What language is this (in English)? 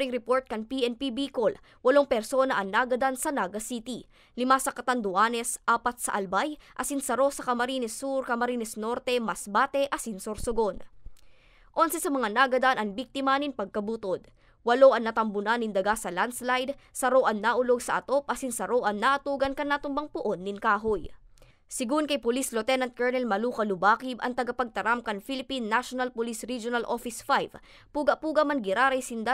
Bikol